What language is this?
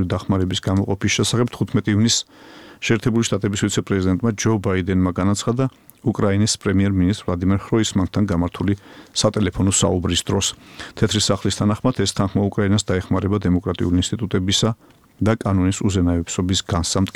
Georgian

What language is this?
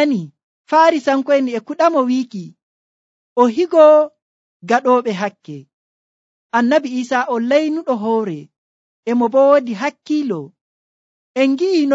Nigerian Fulfulde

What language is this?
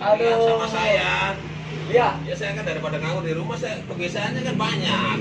Betawi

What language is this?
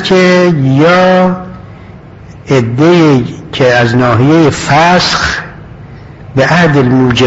Persian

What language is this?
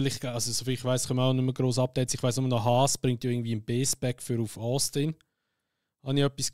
Swiss German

